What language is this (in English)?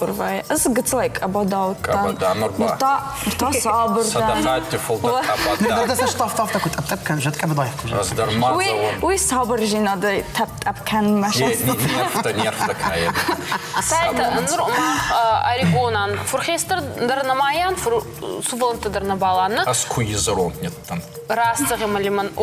Ossetic